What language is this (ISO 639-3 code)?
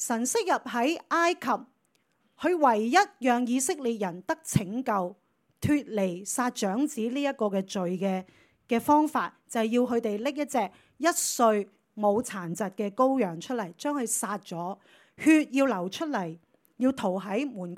yue